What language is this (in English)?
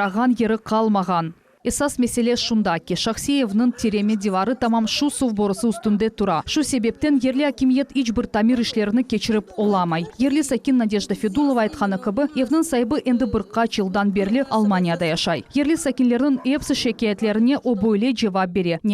Crimean Tatar